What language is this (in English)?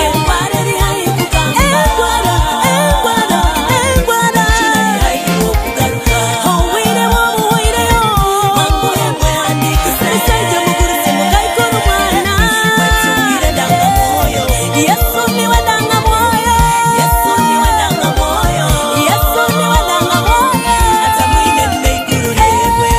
Nyoro